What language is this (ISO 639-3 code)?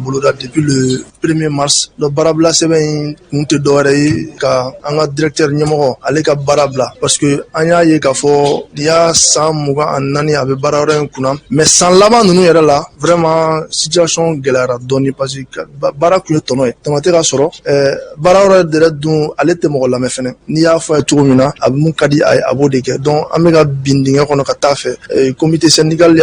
bam